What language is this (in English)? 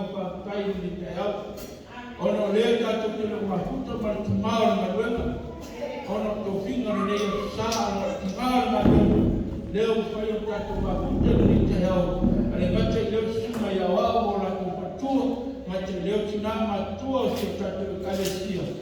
Samoan